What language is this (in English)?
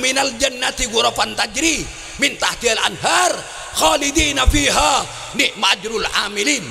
Madurese